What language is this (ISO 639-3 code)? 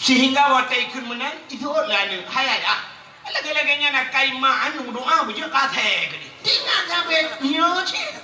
ace